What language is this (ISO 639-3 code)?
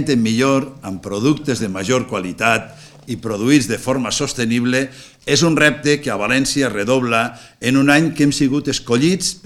cat